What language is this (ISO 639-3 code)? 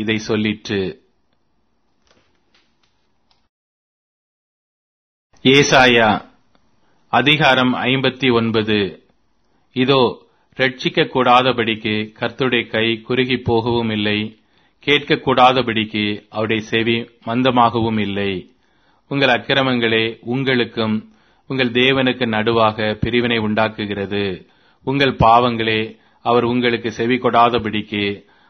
tam